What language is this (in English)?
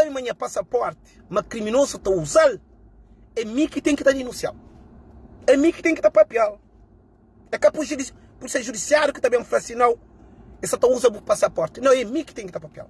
Kabuverdianu